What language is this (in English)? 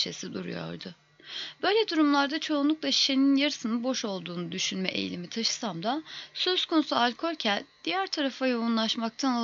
Turkish